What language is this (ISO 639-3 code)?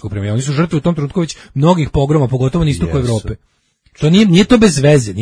srp